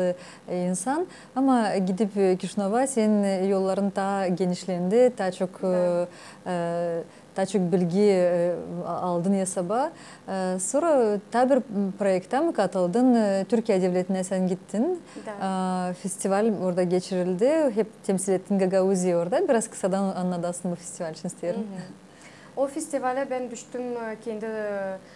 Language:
Gagauz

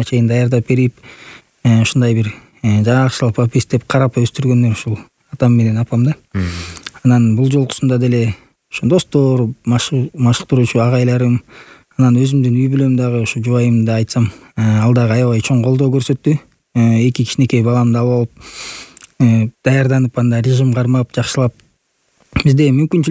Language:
Kyrgyz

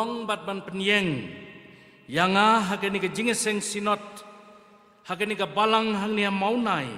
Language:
Khasi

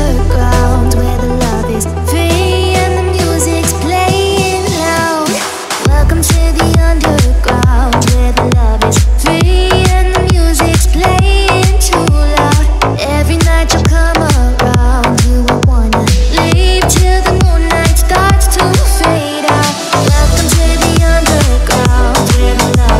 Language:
English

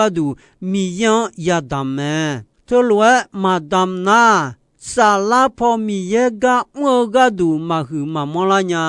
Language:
Akha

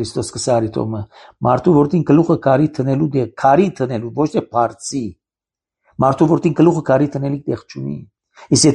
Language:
Armenian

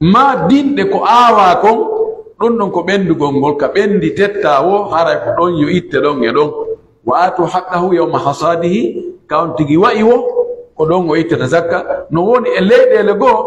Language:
Pular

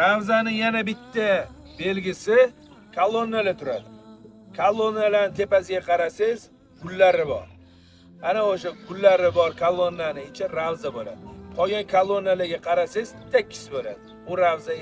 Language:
Uzbek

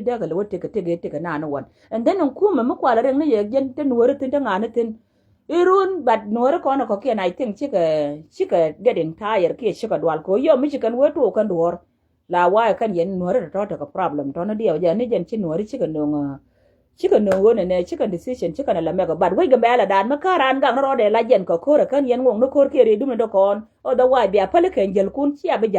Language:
Nuer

